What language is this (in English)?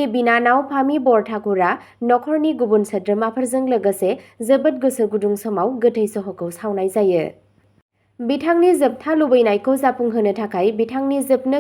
Bodo